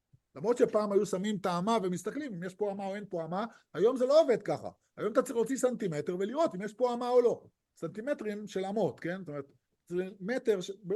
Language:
Hebrew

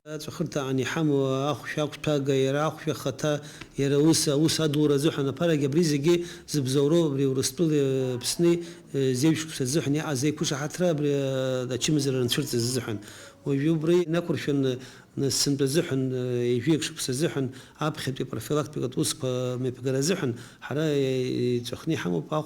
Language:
Abkhazian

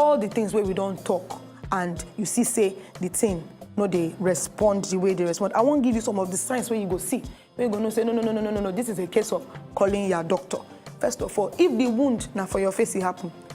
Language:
Nigerian Pidgin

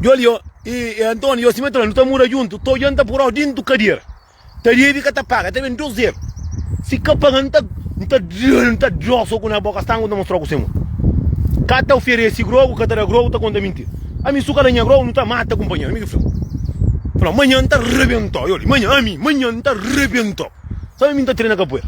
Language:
Kabuverdianu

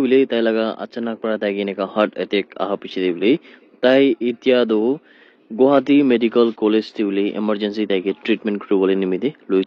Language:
Naga Pidgin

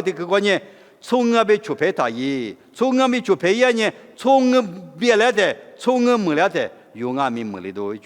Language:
Lisu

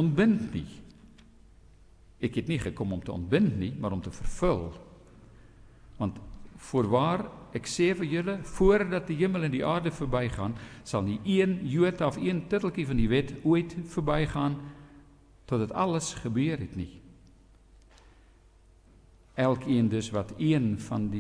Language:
Afrikaans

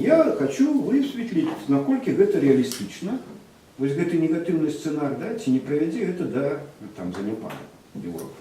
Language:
Belarusian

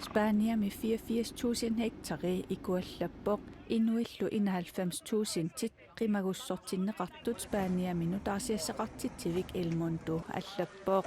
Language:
Kalaallisut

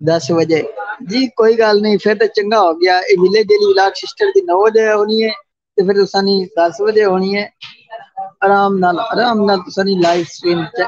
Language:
Saraiki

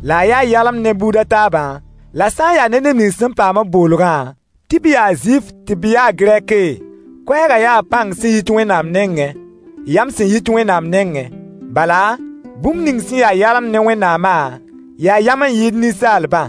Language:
Mossi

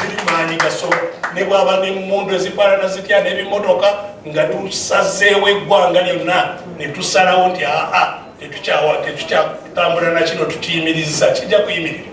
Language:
Ganda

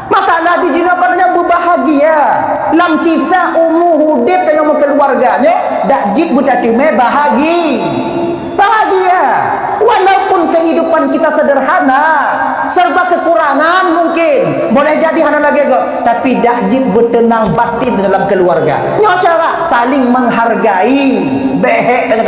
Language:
Achinese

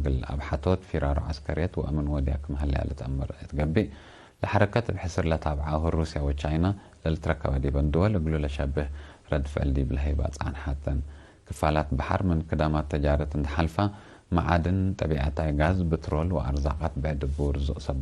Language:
Tigre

